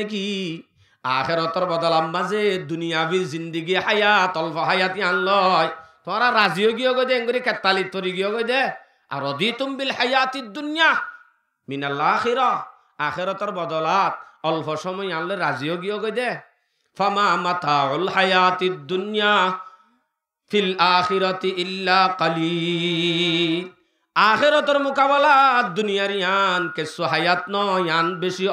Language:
Rohingya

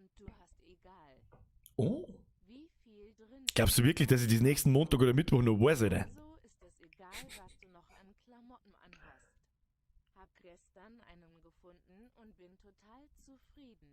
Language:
Bavarian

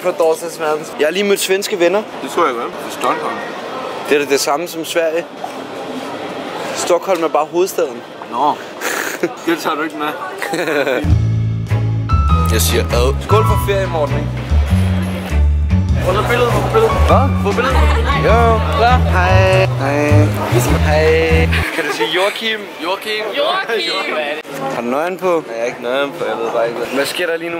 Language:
Danish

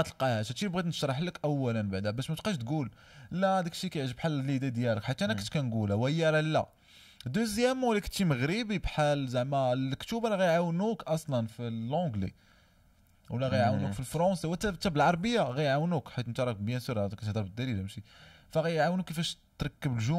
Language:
Moroccan Arabic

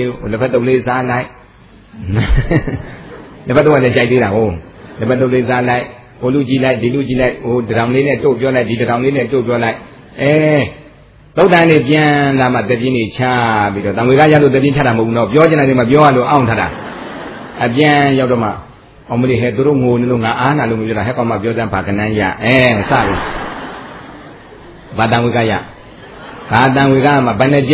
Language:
Burmese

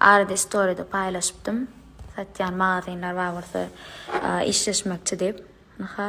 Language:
Turkmen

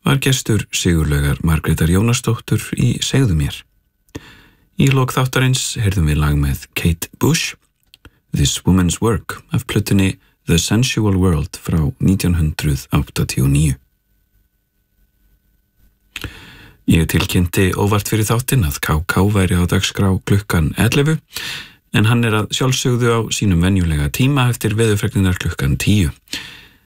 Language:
Icelandic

